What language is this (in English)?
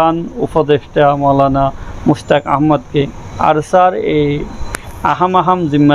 Rohingya